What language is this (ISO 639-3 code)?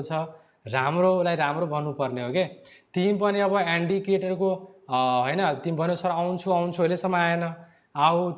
nep